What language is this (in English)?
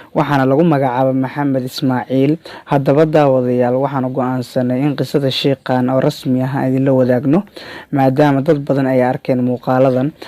Somali